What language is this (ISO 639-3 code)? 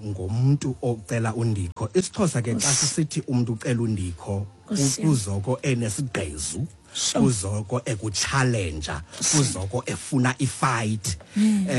xho